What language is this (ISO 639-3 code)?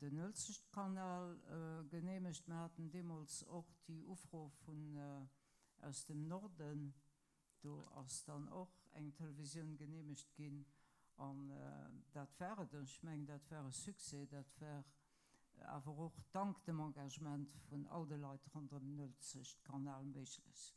ltz